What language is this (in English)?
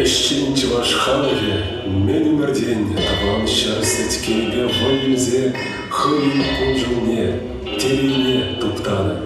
Chuvash